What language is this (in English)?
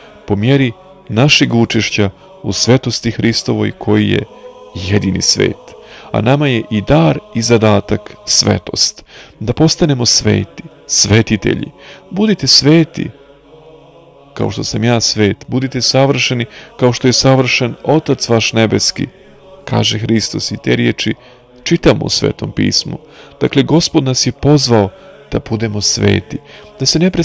Serbian